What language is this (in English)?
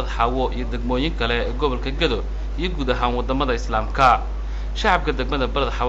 Somali